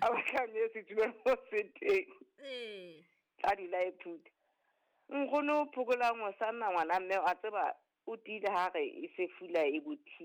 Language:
Southern Sotho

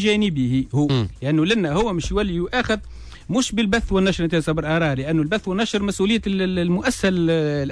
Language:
Tunisian Arabic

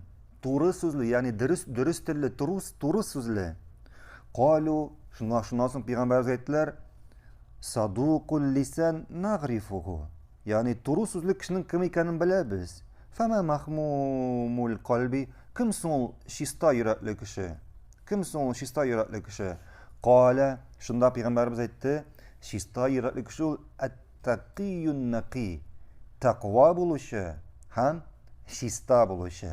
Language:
Tatar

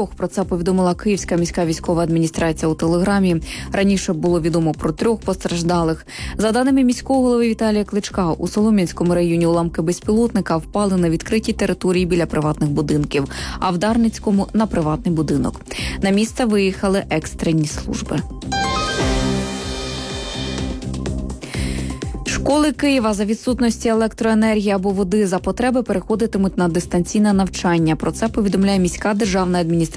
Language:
Ukrainian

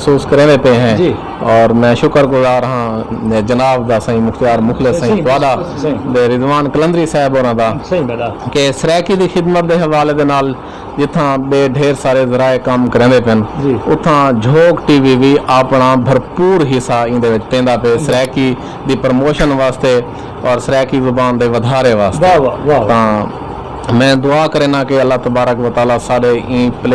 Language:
Saraiki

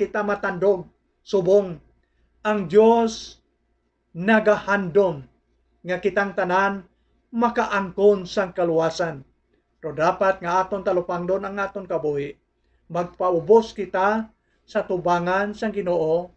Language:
Hiligaynon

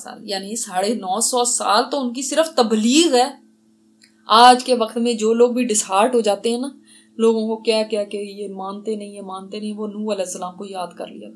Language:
Urdu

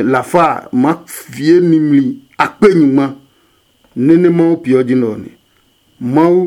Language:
Adangme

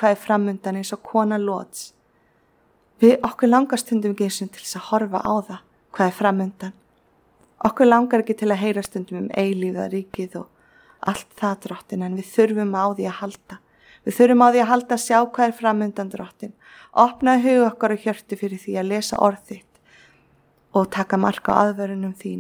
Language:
Icelandic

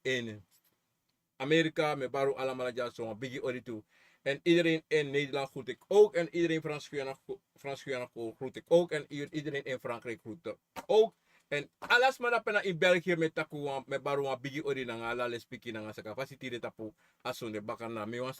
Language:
Sranan Tongo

